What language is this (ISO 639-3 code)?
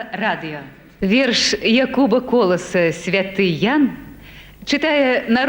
bel